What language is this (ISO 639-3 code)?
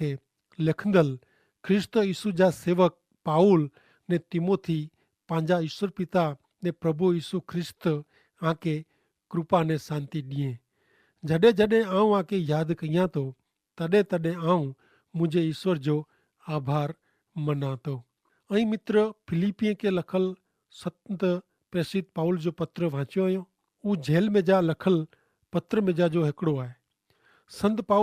kfr